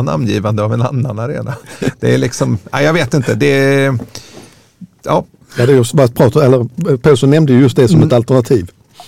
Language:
Swedish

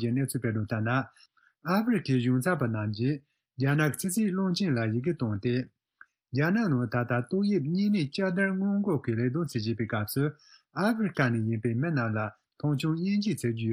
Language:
Tibetan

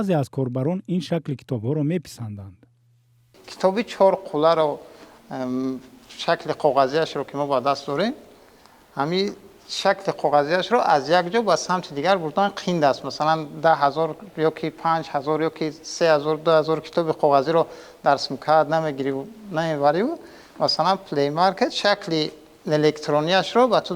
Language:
Tajik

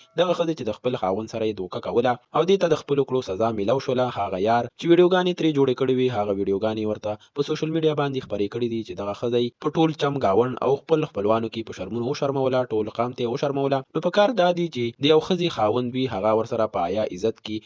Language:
Pashto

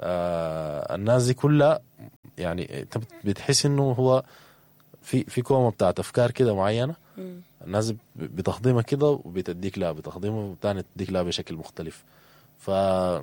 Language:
Sudanese Arabic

